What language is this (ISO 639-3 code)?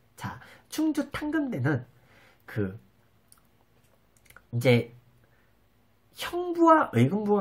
kor